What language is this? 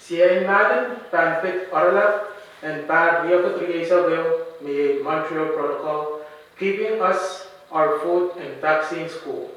Pohnpeian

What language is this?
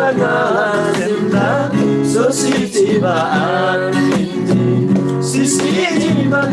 Eastern Tamang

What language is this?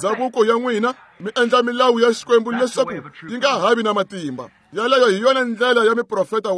Tsonga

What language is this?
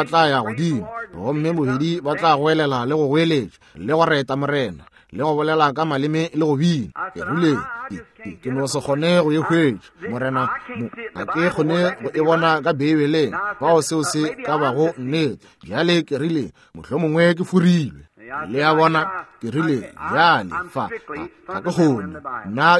Northern Sotho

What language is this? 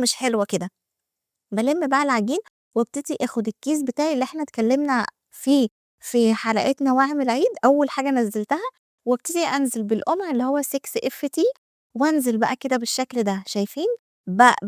Egyptian Arabic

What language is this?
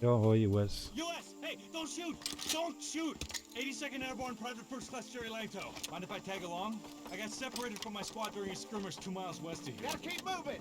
Swiss German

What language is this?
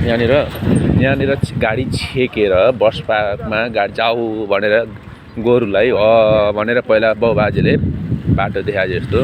Nepali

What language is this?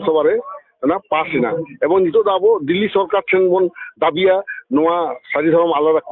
Santali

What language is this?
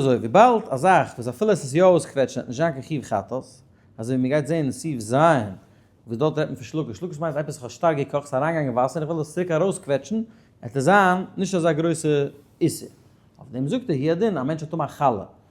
Yiddish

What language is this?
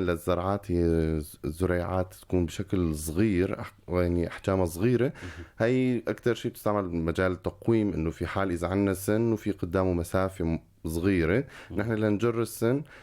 North Levantine Arabic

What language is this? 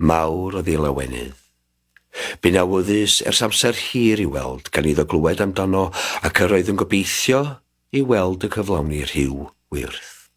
Welsh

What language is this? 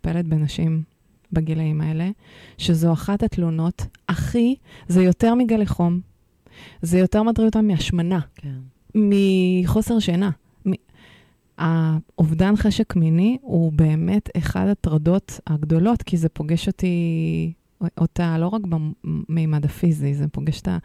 Hebrew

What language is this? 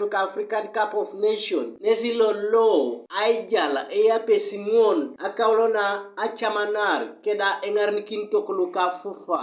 Teso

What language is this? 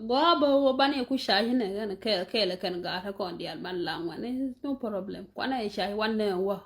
Nuer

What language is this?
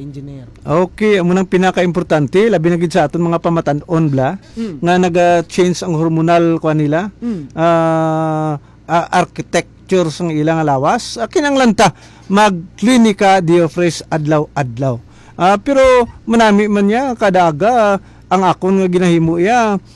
Hiligaynon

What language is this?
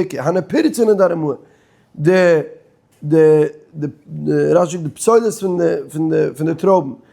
Yiddish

